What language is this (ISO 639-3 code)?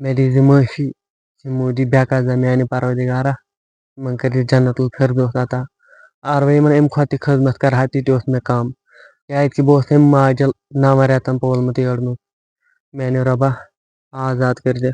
kas